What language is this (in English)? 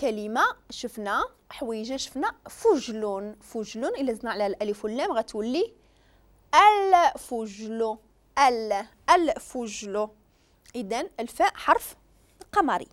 Moroccan Arabic